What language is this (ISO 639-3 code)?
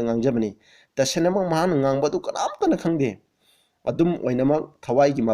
mni